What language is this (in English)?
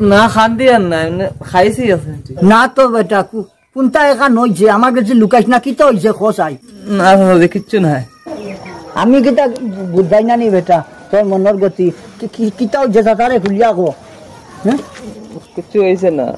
Sylheti